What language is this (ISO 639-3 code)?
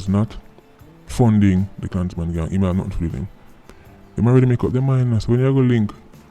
jam